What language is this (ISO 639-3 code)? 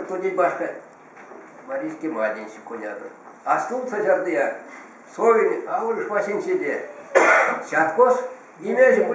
myv